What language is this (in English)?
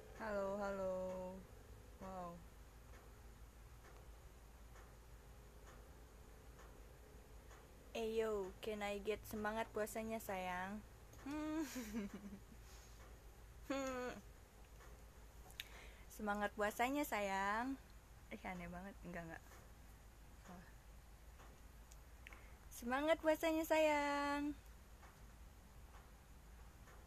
Indonesian